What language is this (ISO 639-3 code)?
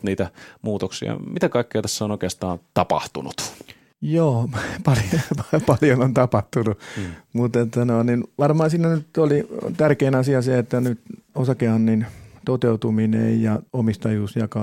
fin